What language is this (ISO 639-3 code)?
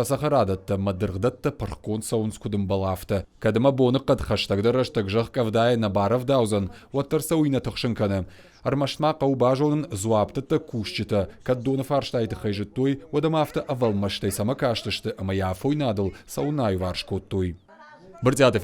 oss